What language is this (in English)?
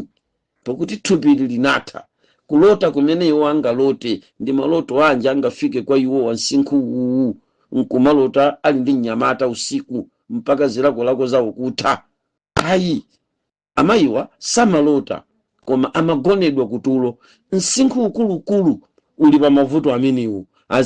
Nyanja